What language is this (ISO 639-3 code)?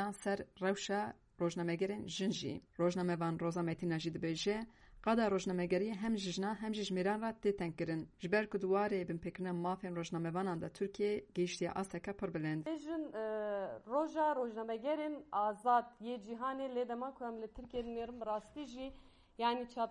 kur